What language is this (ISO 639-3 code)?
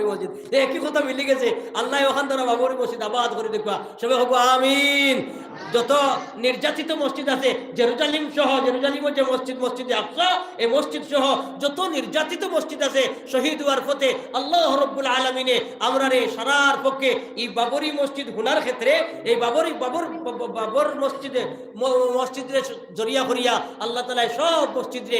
syl